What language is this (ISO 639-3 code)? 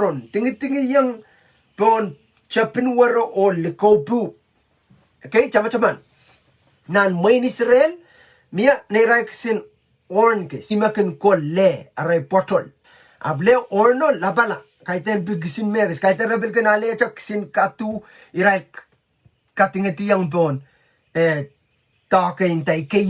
pon